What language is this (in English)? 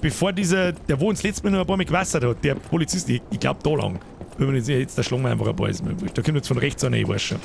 Bavarian